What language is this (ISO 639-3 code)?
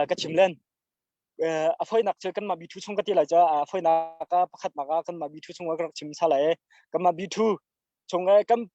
cnh